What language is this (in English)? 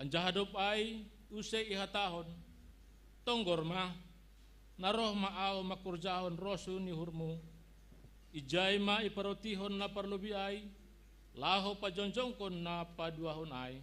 Batak Simalungun